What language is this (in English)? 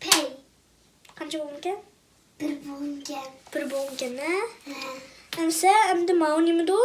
Uyghur